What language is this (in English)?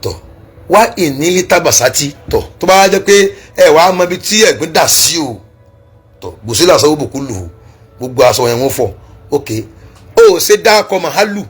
Yoruba